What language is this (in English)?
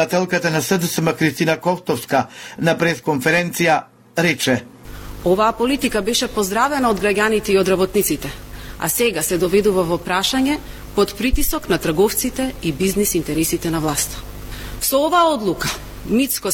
Macedonian